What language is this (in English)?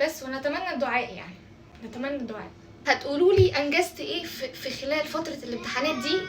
Egyptian Arabic